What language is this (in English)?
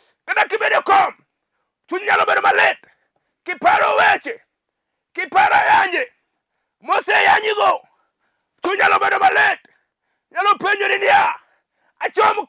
Luo (Kenya and Tanzania)